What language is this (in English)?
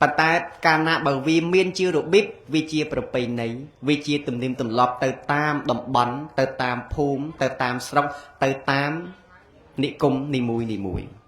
Khmer